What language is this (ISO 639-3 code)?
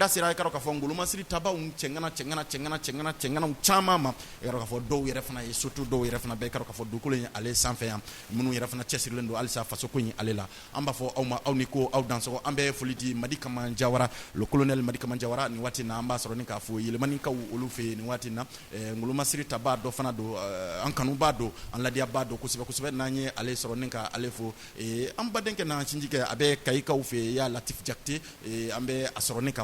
bam